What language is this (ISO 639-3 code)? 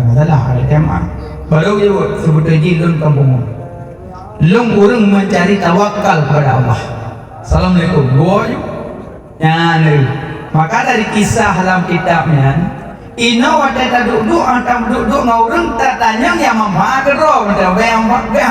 ace